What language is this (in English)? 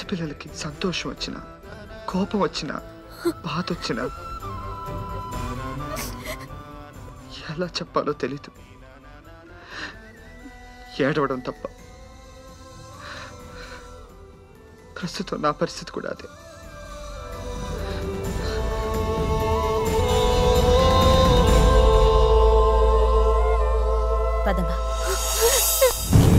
Telugu